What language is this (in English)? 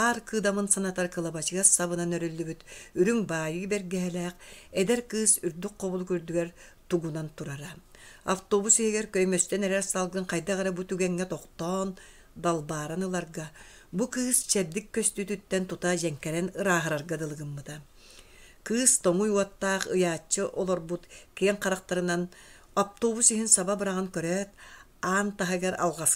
Yakut